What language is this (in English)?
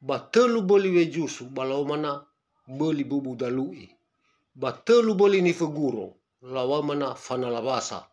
Nias